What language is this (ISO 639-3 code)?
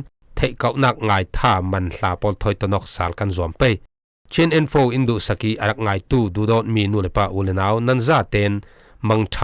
cfm